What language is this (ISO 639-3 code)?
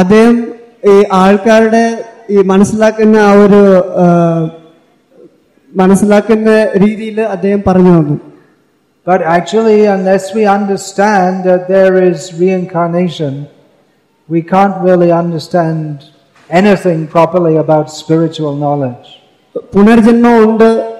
mal